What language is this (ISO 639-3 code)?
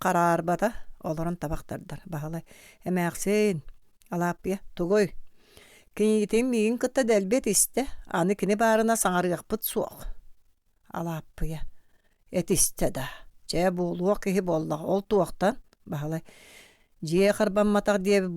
sah